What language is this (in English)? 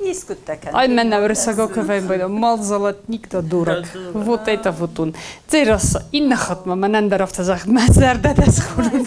Ossetic